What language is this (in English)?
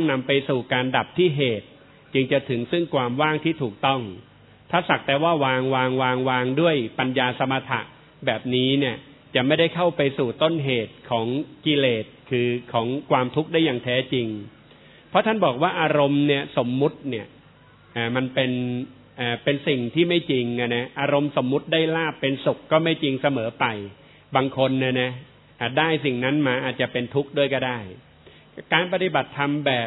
Thai